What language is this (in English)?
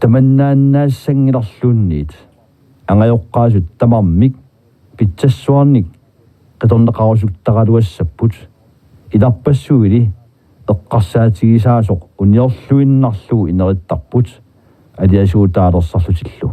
Kalaallisut